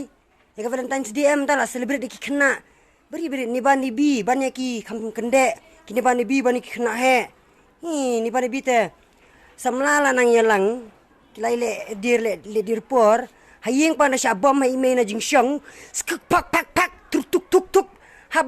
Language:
Khasi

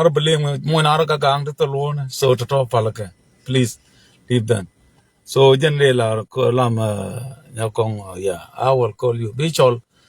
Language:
Nuer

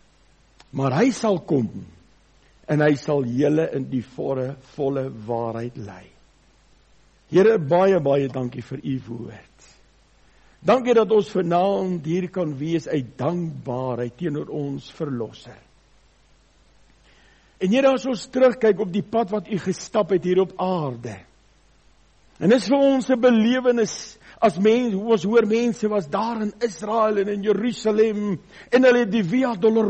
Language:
Afrikaans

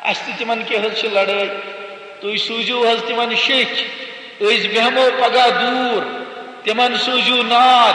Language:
Kashmiri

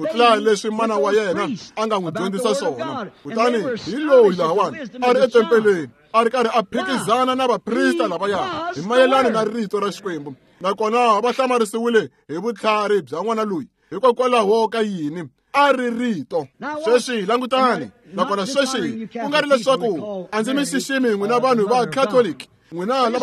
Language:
Tsonga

